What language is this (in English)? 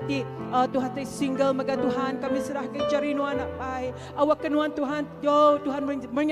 Iban